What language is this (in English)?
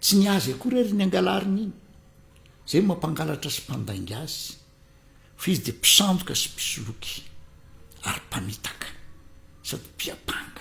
Malagasy